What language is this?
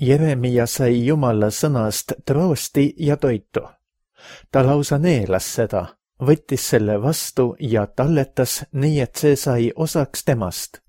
Estonian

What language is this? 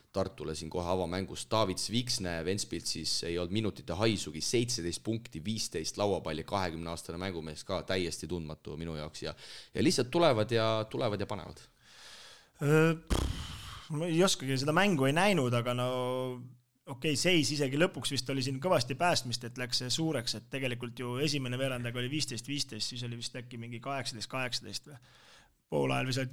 Estonian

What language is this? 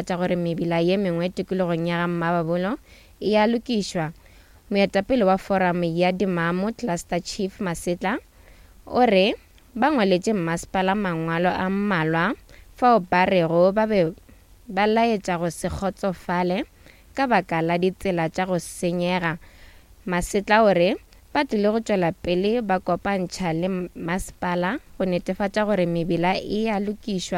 Northern Sotho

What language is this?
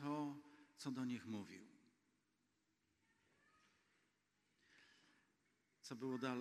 Polish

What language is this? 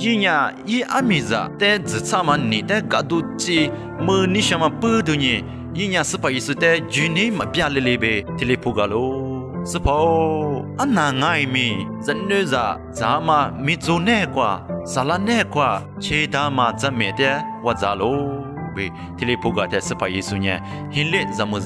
Lisu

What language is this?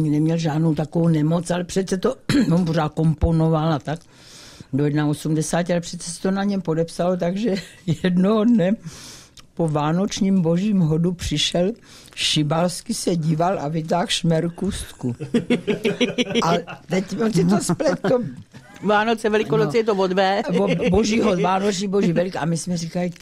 Czech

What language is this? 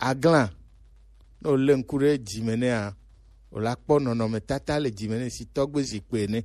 Gen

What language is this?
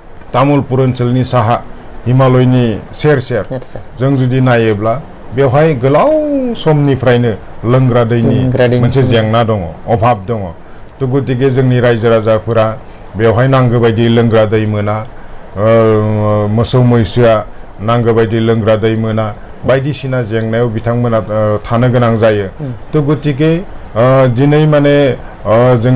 Bodo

